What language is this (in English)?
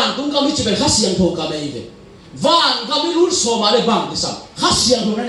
Tedim Chin